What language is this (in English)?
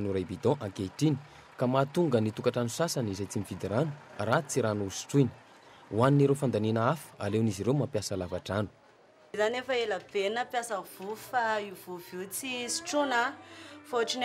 Malagasy